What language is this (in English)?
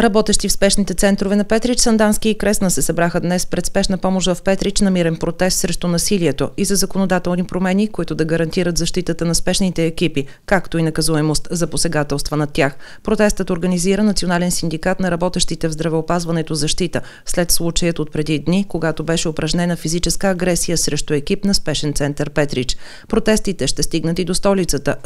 Bulgarian